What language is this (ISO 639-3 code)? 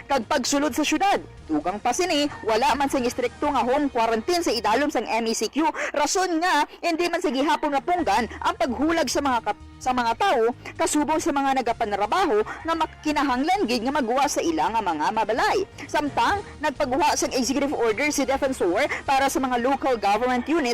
hil